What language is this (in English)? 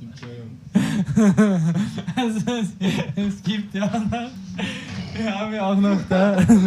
Bavarian